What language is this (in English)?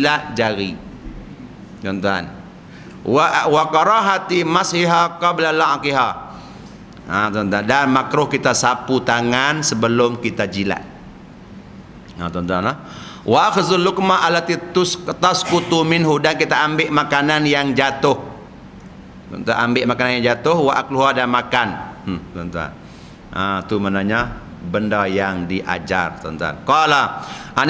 Malay